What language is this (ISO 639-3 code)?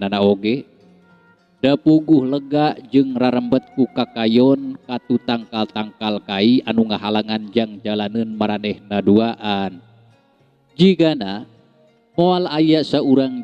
sun